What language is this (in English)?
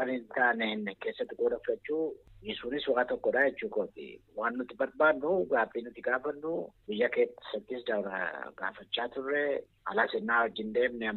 Oromo